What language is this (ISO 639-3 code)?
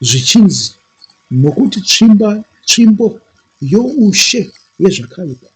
sna